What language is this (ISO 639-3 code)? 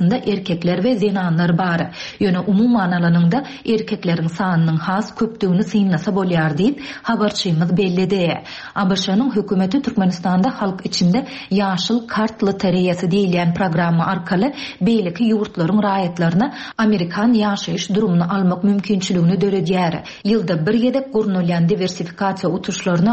tuk